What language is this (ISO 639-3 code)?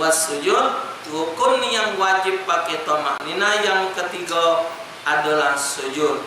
mui